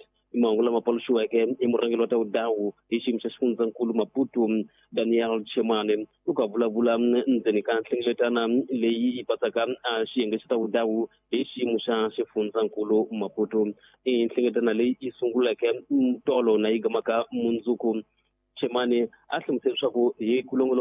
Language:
Tsonga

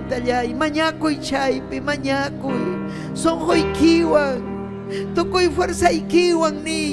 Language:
Ayacucho Quechua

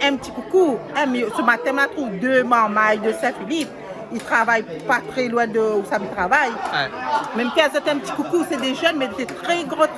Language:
Réunion Creole French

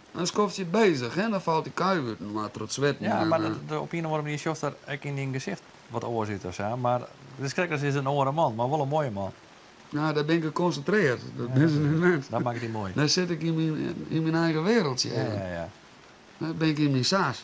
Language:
Western Frisian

